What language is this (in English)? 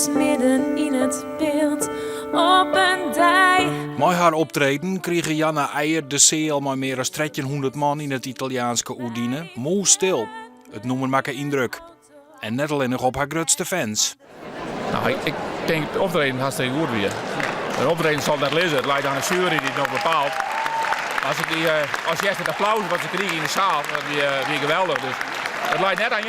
Western Frisian